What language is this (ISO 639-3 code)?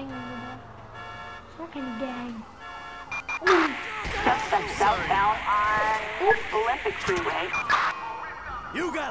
deu